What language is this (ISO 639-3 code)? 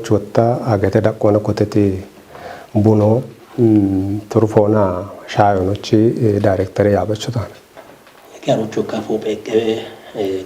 kbr